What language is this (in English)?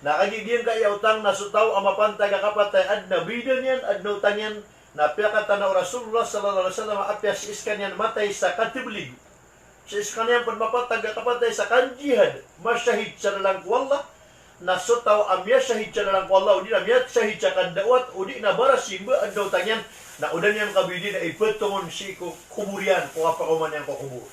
Maranao